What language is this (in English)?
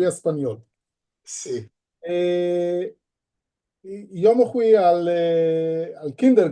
Ladino